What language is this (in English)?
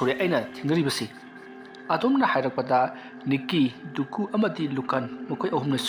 Manipuri